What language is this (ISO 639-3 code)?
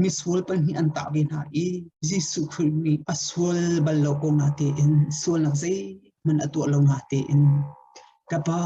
cnh